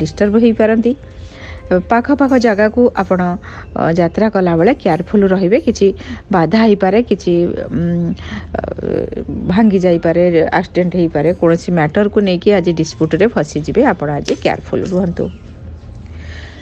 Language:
Odia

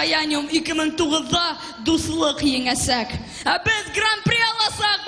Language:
Bashkir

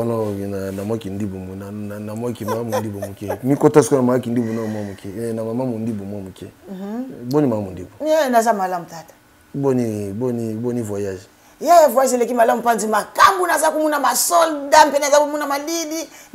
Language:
Lingala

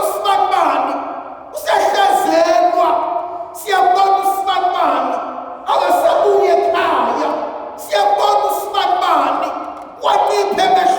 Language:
Zulu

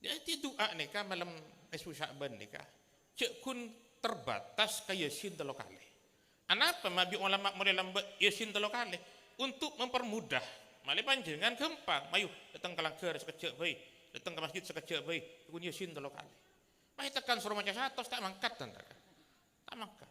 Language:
Madurese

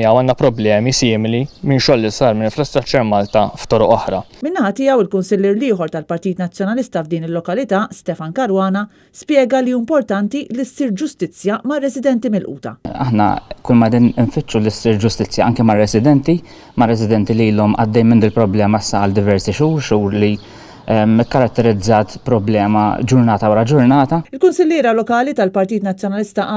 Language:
Maltese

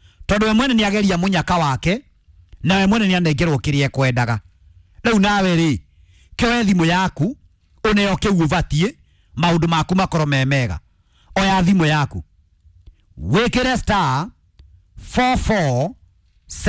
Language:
Kikuyu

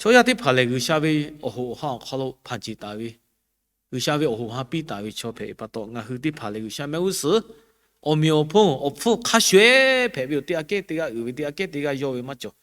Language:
Lahu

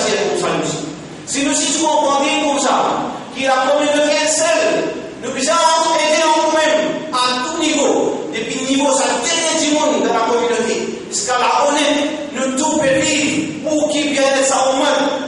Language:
Morisyen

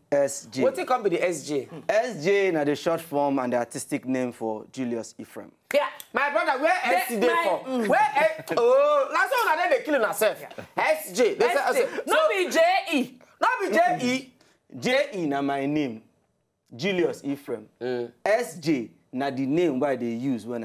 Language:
Nigerian Pidgin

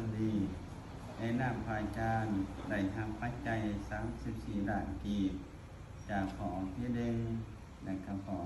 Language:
Lao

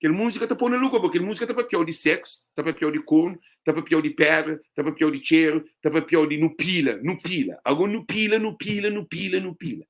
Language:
Kabuverdianu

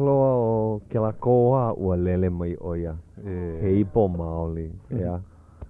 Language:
Hawaiian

